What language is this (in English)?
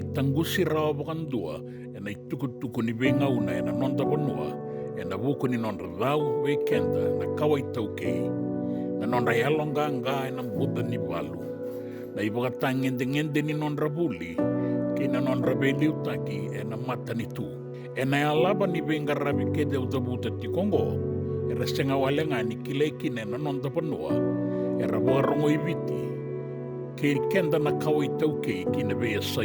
Fijian